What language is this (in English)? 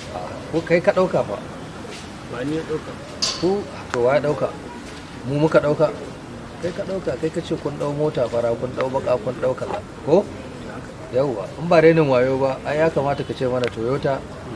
Hausa